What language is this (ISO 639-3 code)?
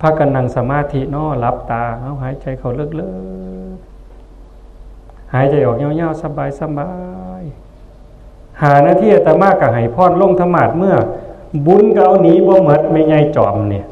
tts